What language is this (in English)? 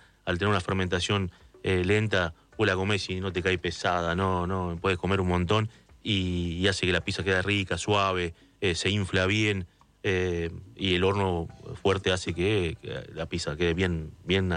Spanish